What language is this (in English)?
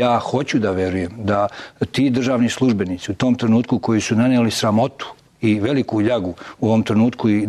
Serbian